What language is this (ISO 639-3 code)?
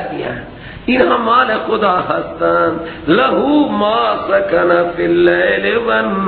fas